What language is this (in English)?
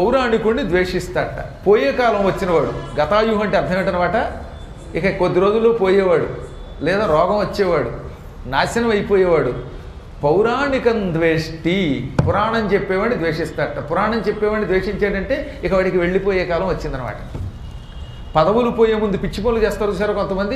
Telugu